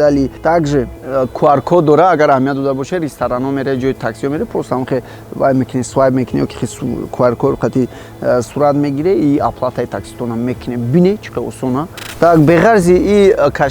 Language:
Tajik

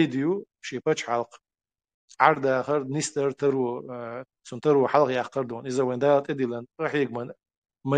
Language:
Chechen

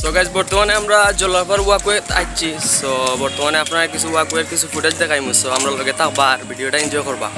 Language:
Sylheti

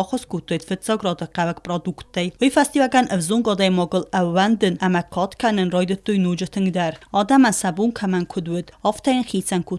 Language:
Ossetic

